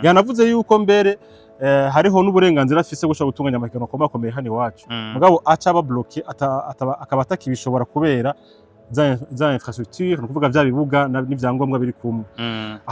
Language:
Rundi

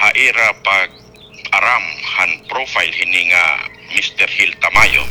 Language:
Waray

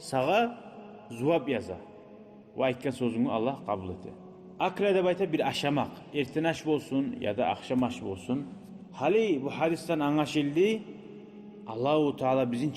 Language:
Kumyk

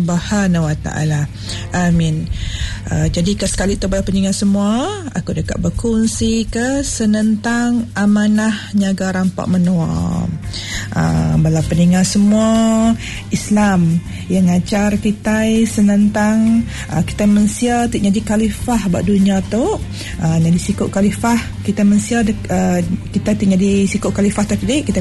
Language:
Iban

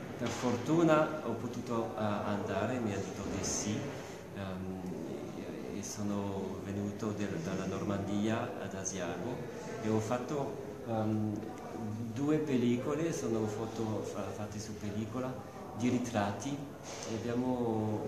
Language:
Italian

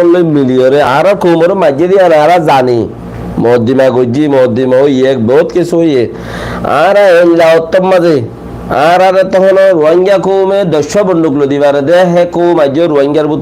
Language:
Rohingya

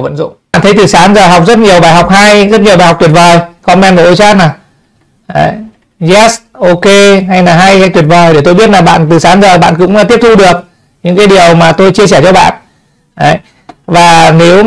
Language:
Vietnamese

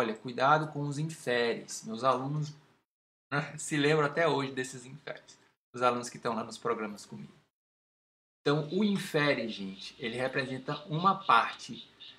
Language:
Portuguese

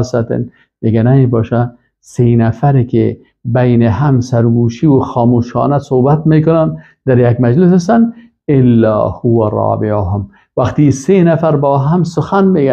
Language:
Persian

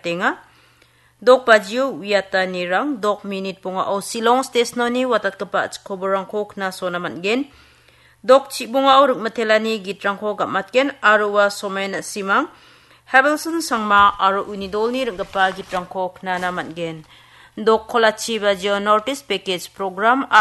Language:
Garo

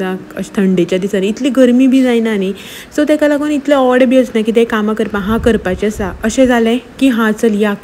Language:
Konkani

